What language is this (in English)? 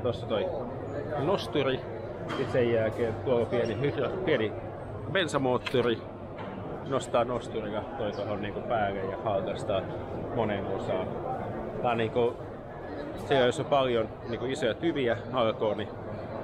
Finnish